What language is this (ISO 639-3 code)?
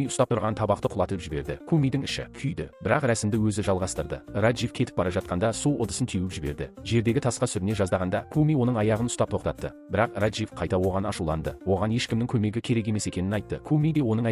kaz